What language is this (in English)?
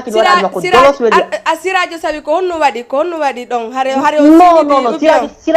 Fula